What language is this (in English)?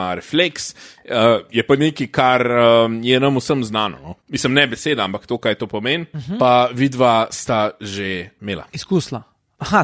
Slovenian